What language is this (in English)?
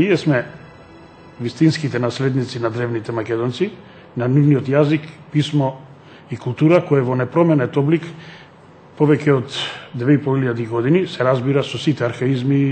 Macedonian